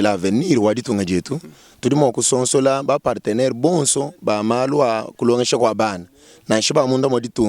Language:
Luba-Lulua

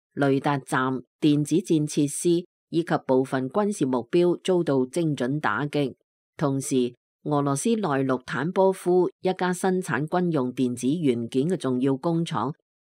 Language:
Cantonese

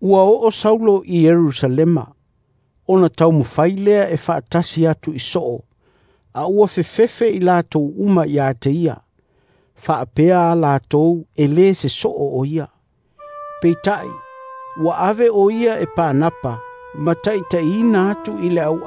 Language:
Samoan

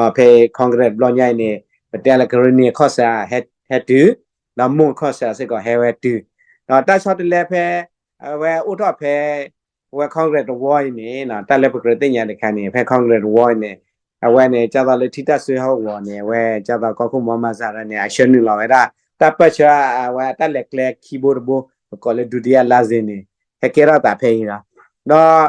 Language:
S'gaw Karen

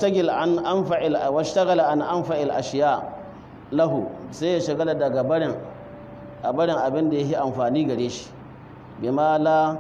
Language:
Hausa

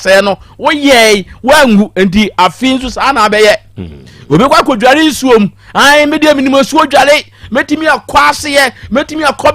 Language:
Akan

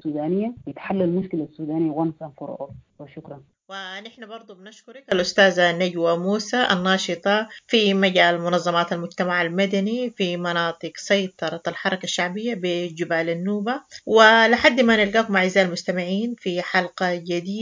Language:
Sudanese Arabic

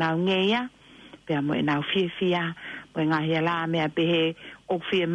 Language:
Tongan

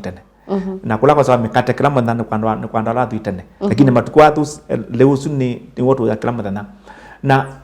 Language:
Kamba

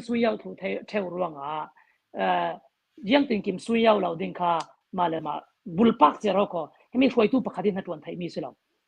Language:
Hakha Chin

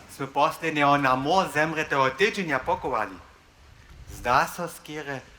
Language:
Upper Sorbian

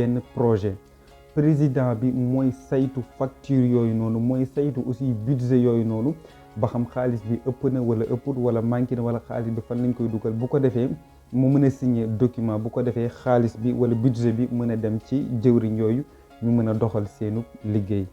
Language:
Wolof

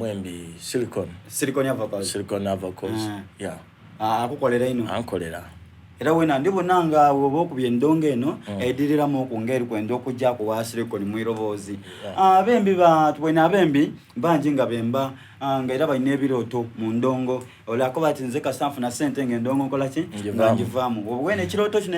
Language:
Soga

